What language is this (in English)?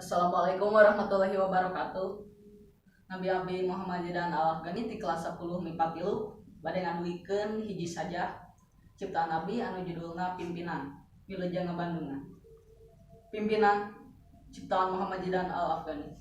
Sundanese